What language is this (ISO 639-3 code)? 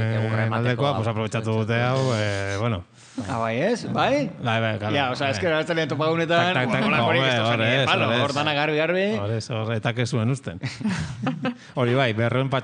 eus